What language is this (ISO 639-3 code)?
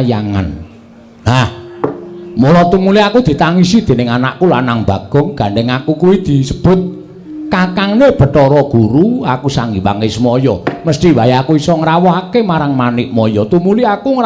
jav